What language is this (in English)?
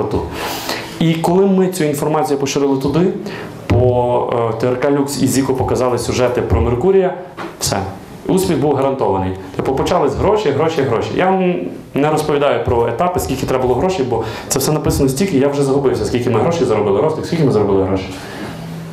Ukrainian